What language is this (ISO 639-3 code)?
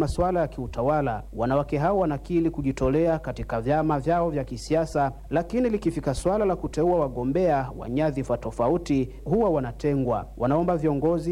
swa